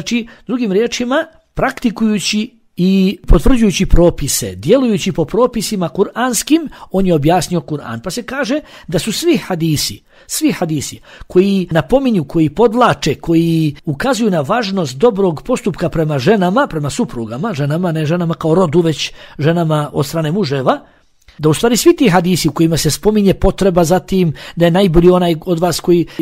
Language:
Bosnian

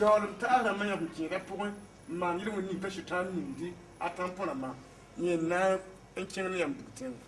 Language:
Mossi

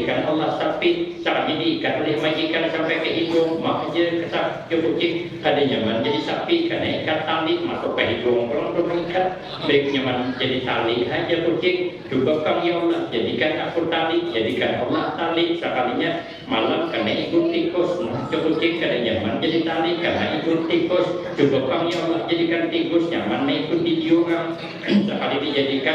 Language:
Banjar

